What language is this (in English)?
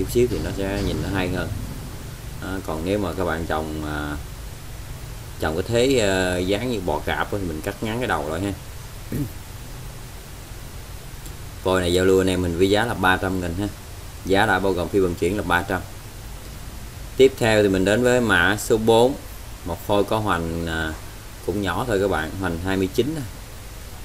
Vietnamese